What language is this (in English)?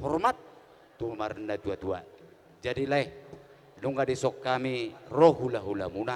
Batak Toba